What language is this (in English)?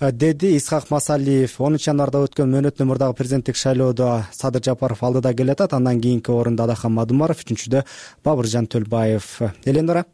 Kyrgyz